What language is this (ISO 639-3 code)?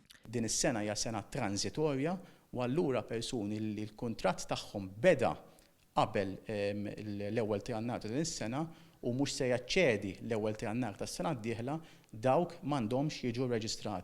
mlt